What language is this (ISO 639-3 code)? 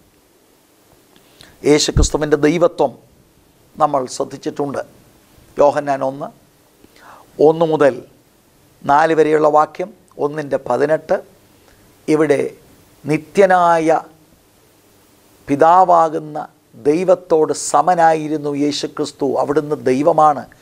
mal